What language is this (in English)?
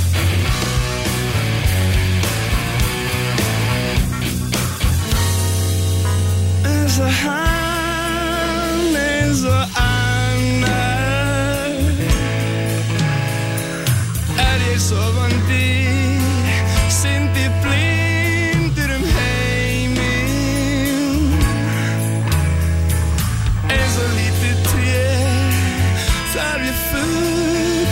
Icelandic